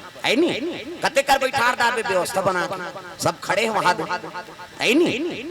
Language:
Chhattisgarhi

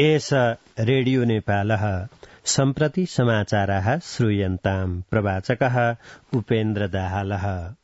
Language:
Sanskrit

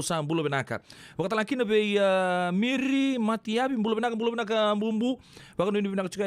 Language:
Fijian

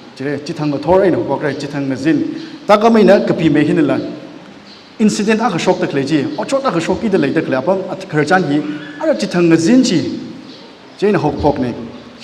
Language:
Tangkhul Naga (India)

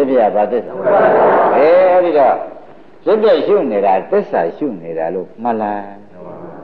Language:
Burmese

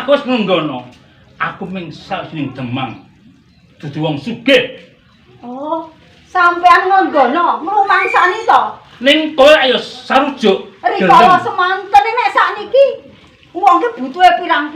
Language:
Javanese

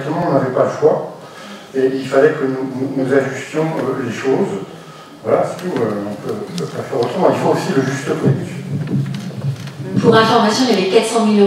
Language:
French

